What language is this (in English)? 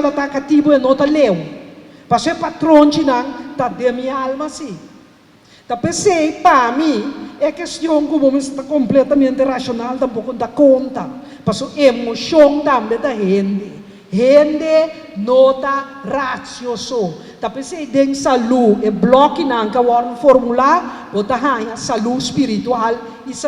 Papiamento